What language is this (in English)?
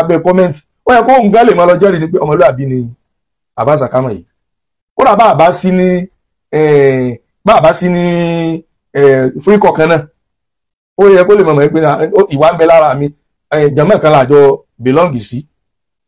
Yoruba